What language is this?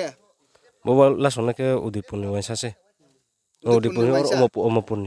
Riang (India)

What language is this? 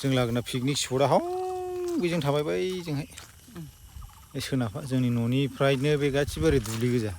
Bodo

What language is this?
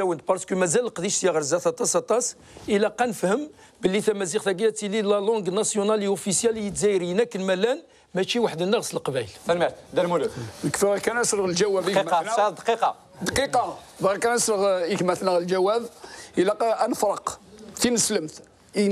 Kabyle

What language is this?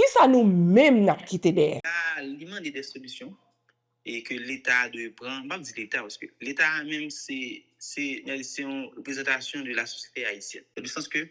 Haitian Creole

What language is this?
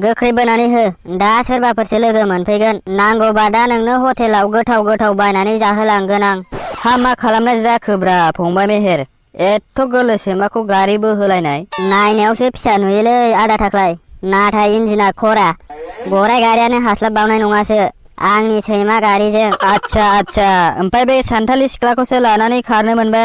Bodo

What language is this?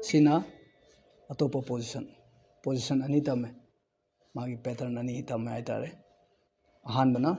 Manipuri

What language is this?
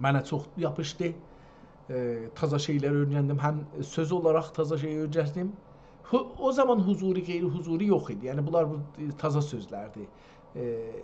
South Azerbaijani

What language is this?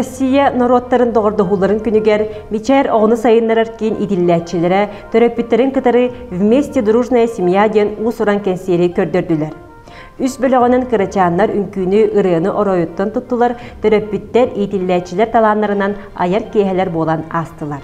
Yakut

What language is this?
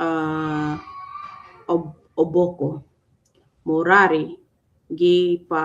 Acoli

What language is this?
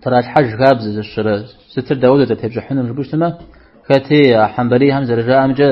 Kabardian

